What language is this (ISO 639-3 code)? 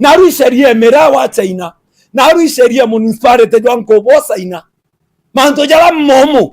mer